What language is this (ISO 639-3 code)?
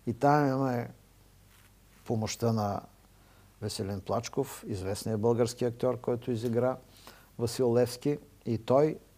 bul